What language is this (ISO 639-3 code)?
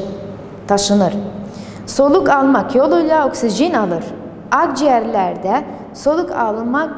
tur